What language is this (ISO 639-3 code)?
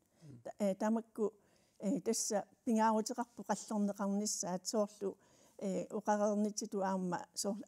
kal